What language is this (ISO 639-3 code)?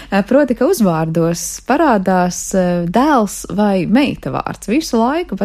lav